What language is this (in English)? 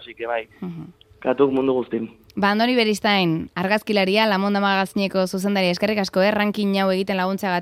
Basque